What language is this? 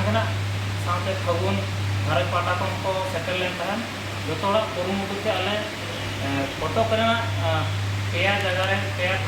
Santali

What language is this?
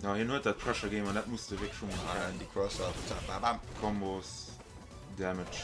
Luxembourgish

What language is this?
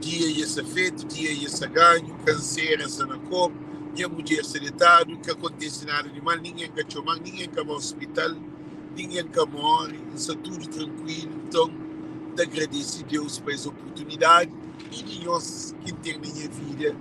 Kabuverdianu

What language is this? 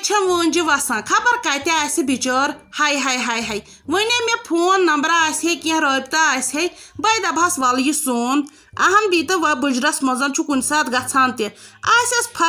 Kashmiri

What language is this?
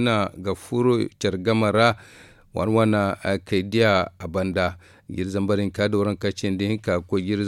Zarma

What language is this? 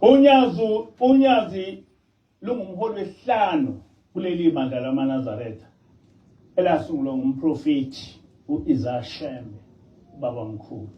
Zulu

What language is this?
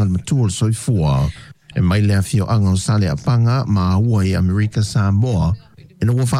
Samoan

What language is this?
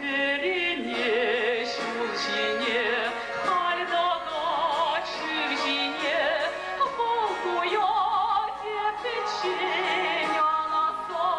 Chuvash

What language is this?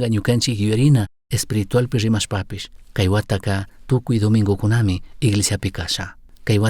Chimborazo Highland Quichua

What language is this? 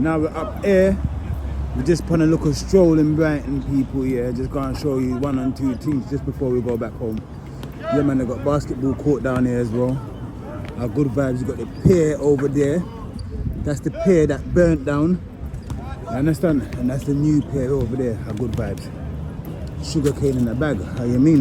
Jamaican Creole English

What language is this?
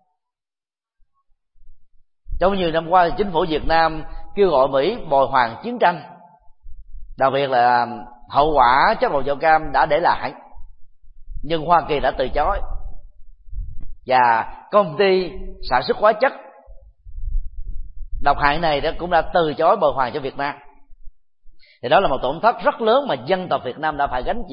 Vietnamese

